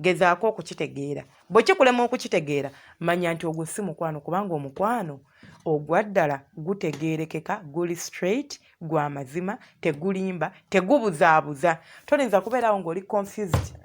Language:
Ganda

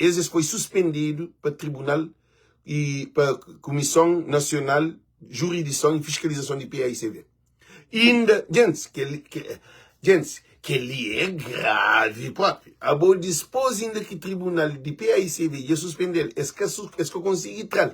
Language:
Kabuverdianu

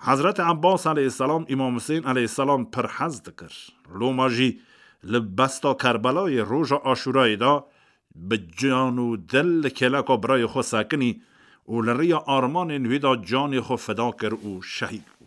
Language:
Kurdish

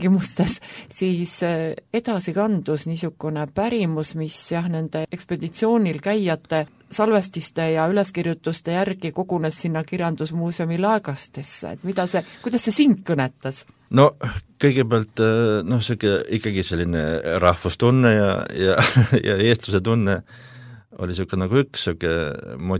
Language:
Estonian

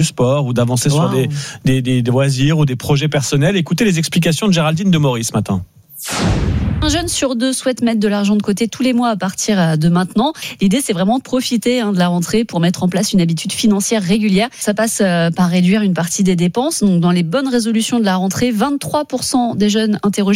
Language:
French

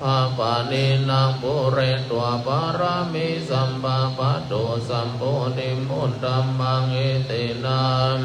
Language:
Pali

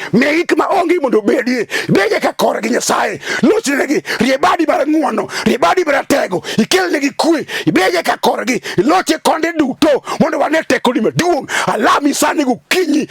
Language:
Luo (Kenya and Tanzania)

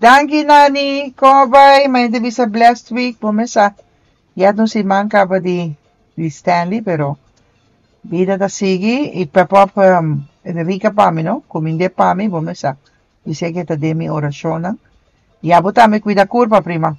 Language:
Papiamento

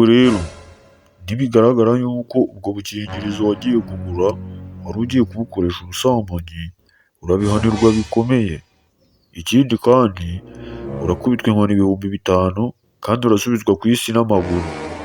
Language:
Kinyarwanda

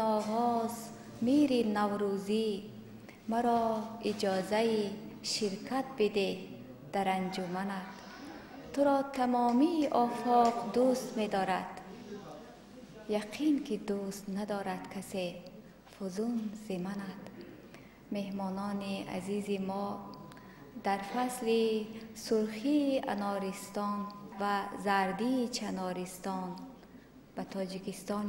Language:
Persian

